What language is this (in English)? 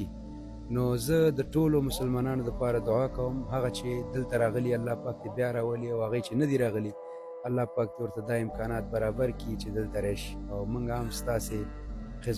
Pashto